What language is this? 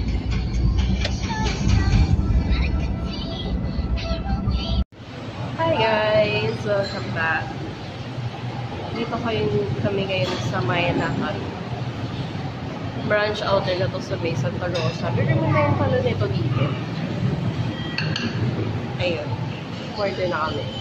Filipino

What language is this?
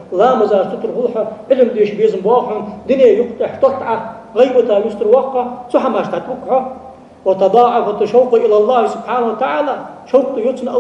Ingush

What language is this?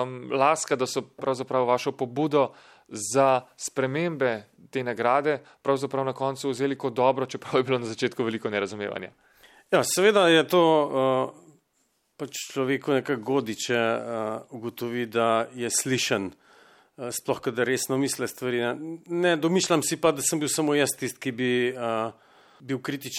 Slovenian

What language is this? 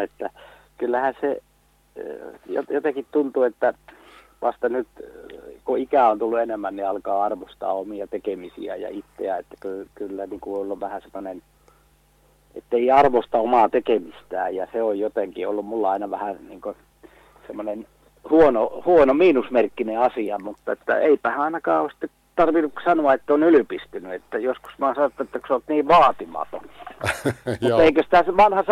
Finnish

